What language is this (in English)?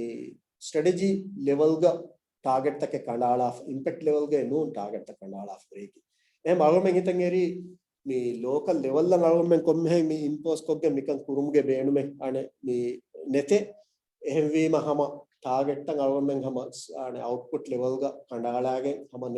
Divehi